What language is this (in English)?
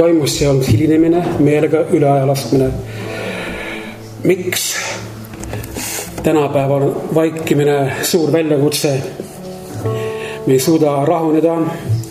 Estonian